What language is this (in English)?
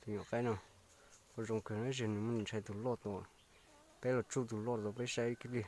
Hmong